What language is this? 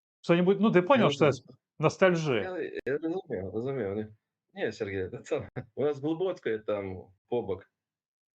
Belarusian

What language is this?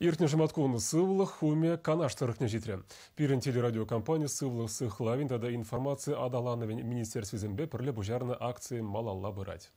Chuvash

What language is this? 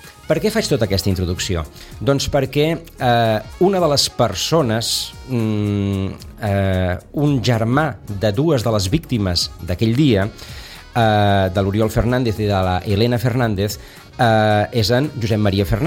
Catalan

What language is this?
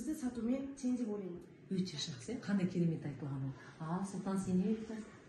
Kazakh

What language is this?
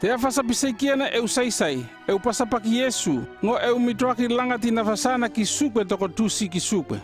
North Efate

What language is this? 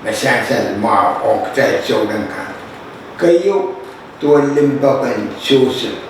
Pohnpeian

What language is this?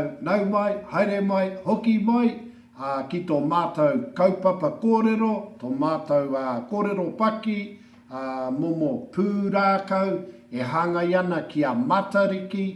Māori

